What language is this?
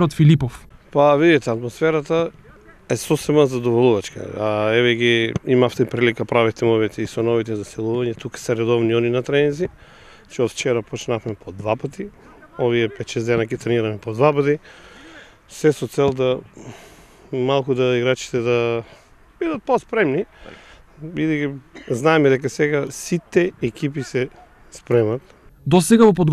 Macedonian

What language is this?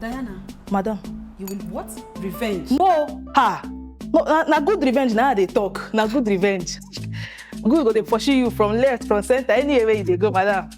Nigerian Pidgin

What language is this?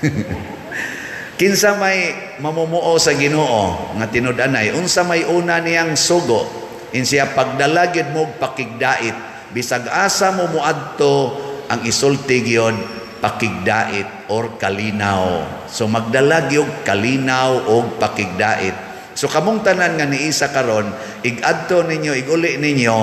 Cebuano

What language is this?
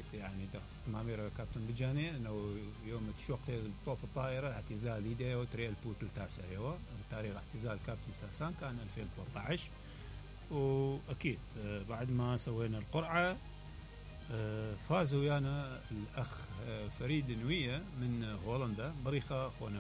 Mesopotamian Arabic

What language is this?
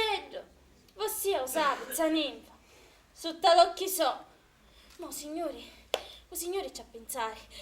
Sicilian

